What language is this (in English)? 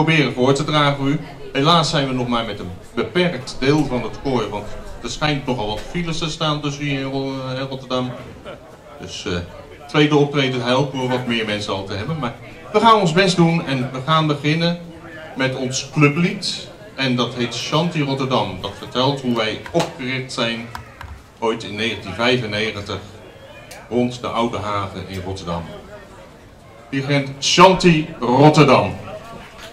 Dutch